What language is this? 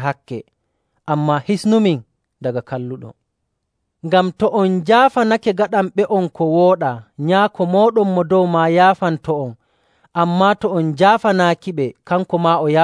Nigerian Fulfulde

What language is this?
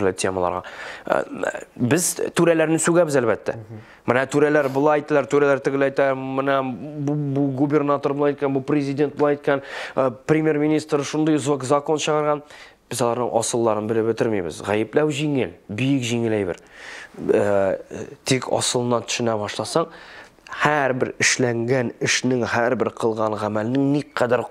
Tatar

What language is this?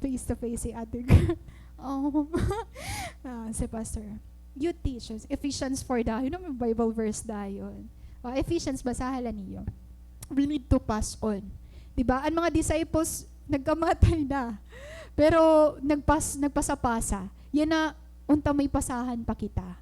Waray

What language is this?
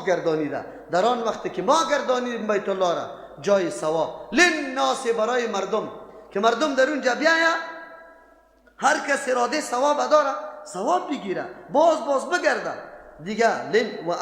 Persian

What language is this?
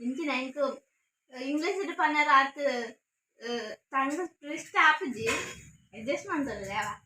Tulu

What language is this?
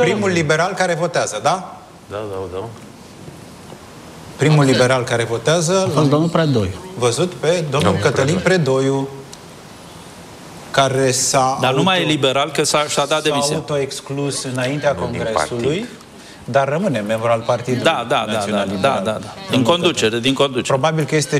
Romanian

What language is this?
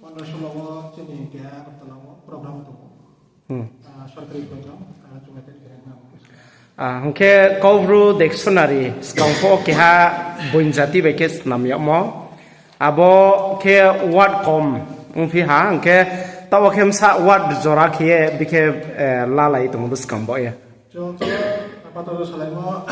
Riang (India)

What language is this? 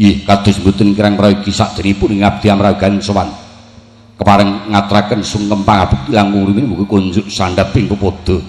Javanese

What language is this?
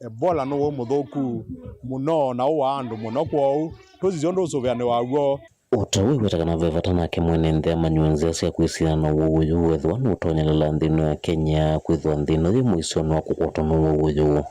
Kamba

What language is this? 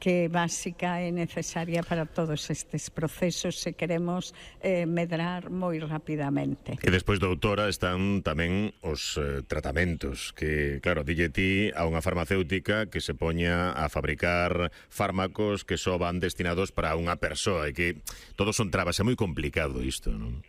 Galician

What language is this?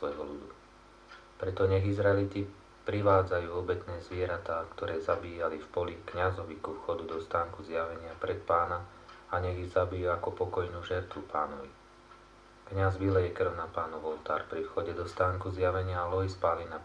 Slovak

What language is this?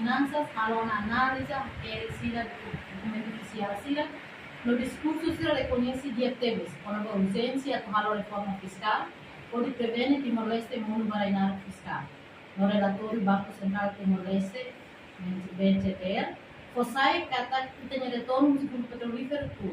Tetum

